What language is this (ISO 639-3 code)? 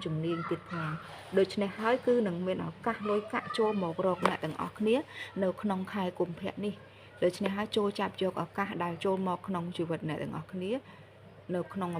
khm